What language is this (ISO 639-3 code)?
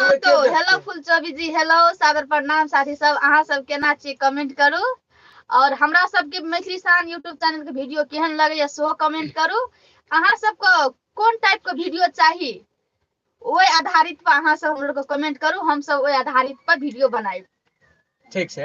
mai